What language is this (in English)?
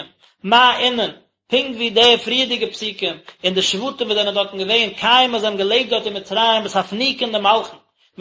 Yiddish